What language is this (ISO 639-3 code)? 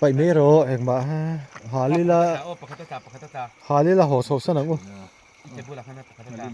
lus